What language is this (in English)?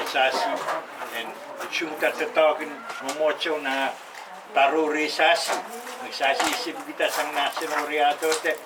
Pohnpeian